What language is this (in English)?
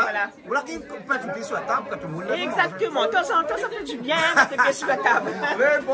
Réunion Creole French